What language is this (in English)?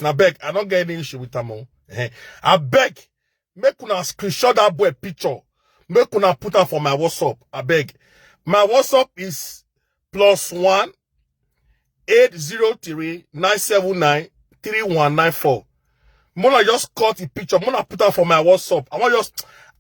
Nigerian Pidgin